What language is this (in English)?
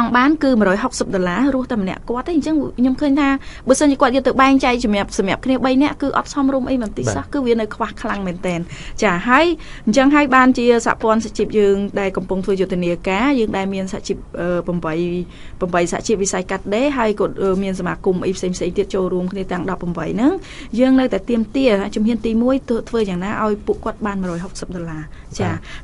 Khmer